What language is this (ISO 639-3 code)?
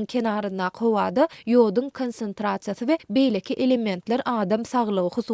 tuk